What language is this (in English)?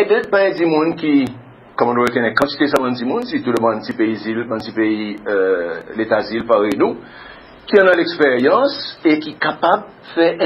Seselwa Creole French